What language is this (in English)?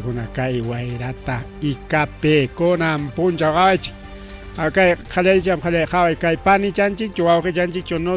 Ayacucho Quechua